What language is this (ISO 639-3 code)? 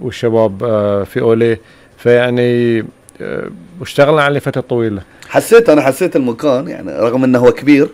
afb